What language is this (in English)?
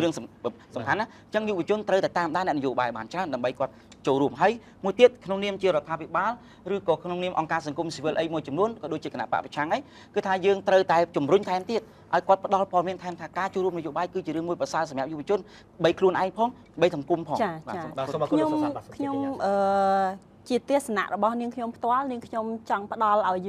Khmer